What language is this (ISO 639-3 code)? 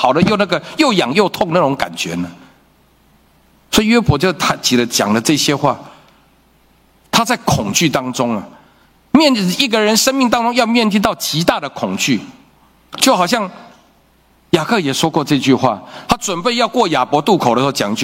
zho